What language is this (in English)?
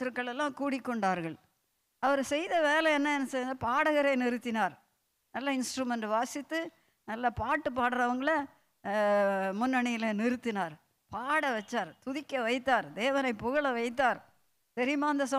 Tamil